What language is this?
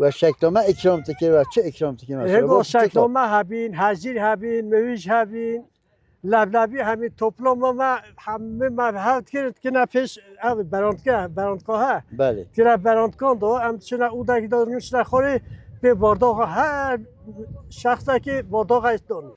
Kurdish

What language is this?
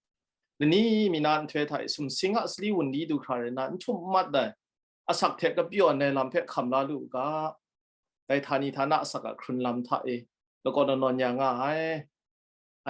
Kachin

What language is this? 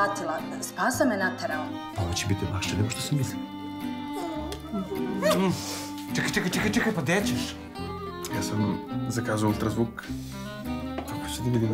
Serbian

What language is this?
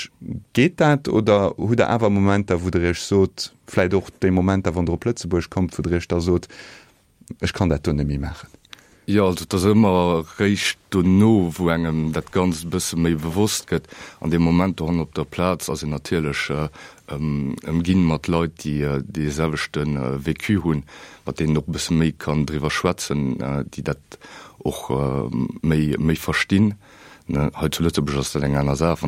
Luxembourgish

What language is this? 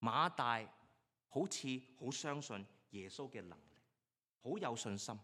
Cantonese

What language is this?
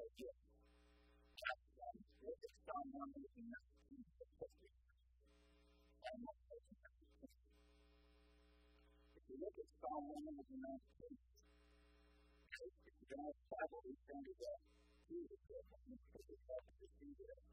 English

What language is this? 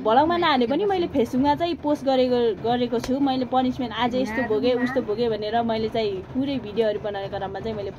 Nepali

